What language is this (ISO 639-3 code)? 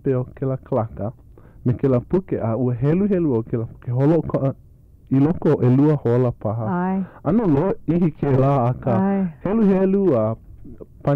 haw